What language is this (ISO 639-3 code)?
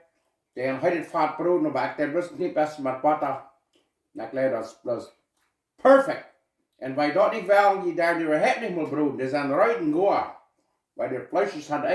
pdt